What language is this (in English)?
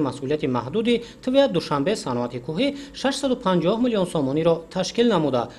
Tajik